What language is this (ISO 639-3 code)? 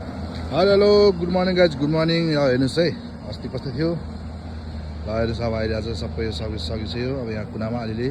nep